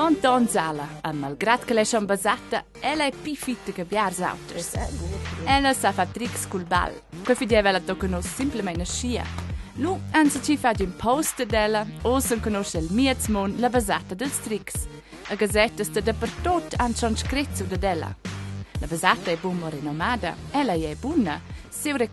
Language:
Romansh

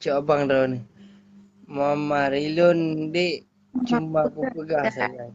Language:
Achinese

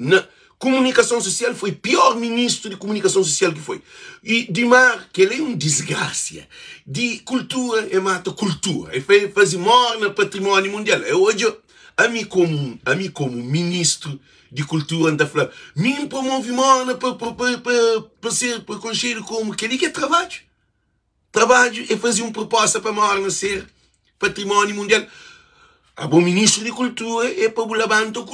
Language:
Kabuverdianu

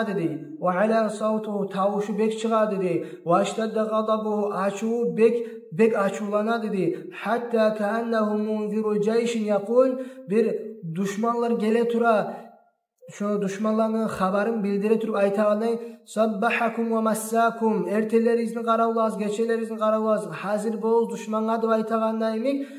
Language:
Kumyk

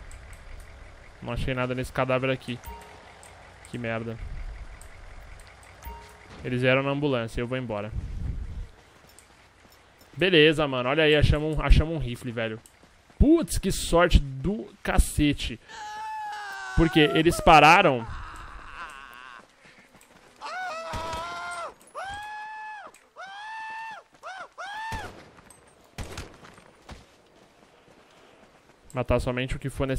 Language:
Portuguese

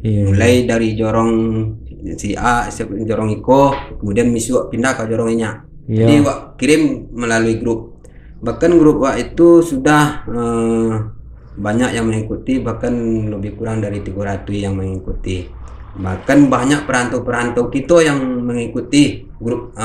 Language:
Minangkabau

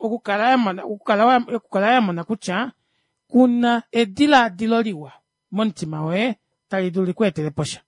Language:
Kuanyama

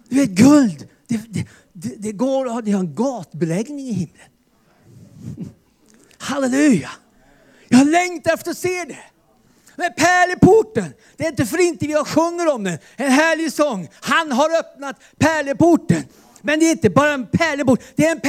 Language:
Swedish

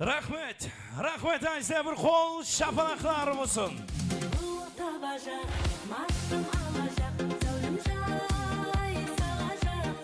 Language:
Kara-Kalpak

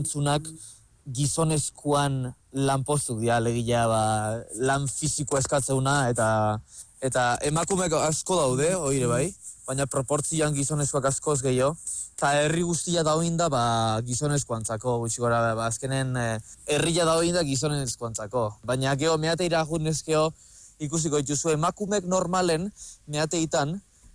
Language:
Basque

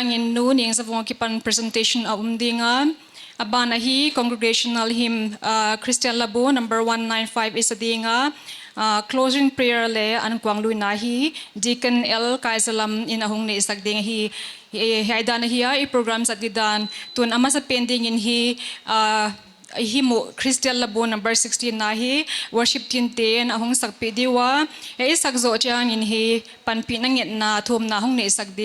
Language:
Paite Chin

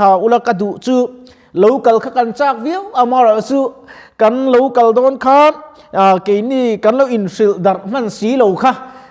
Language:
Mizo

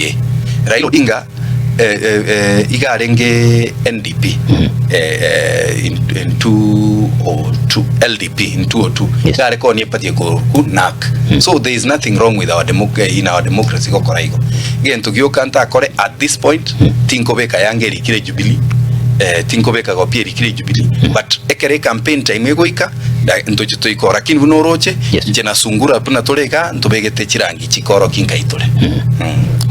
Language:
Gusii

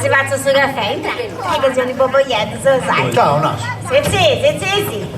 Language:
Sardinian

